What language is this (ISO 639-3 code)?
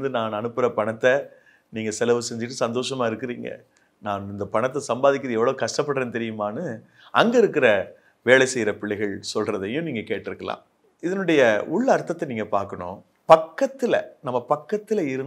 tam